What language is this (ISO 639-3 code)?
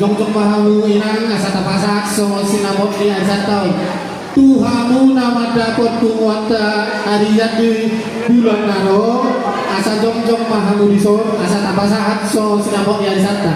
bbc